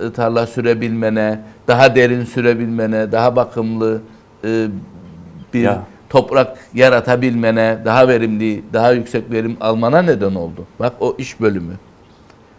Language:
Turkish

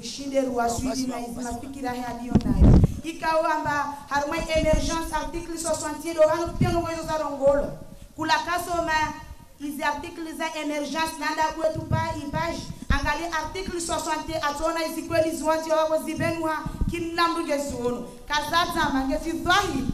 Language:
Ngazidja Comorian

